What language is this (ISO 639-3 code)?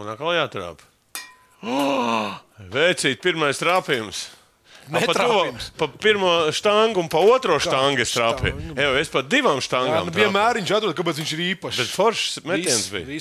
lav